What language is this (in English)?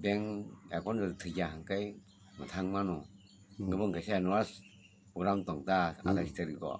Kok Borok